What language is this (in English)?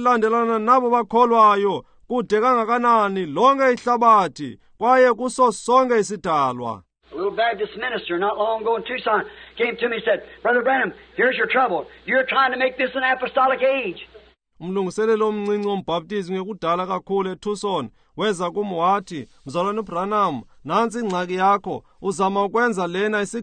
Xhosa